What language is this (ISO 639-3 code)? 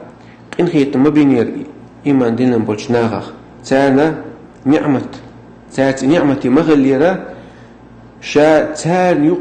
che